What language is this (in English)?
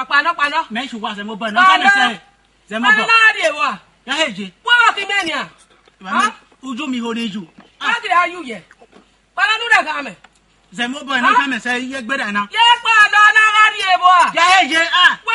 Esan